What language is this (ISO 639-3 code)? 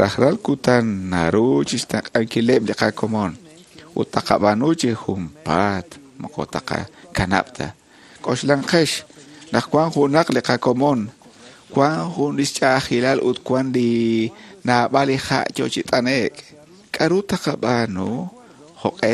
kek